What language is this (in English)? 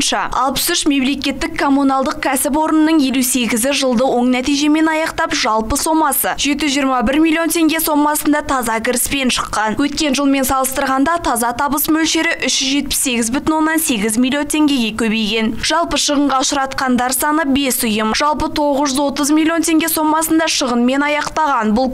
Kazakh